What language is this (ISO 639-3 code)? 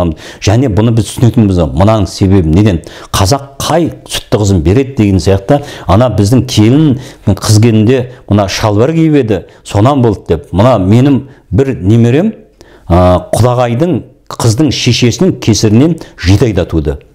kaz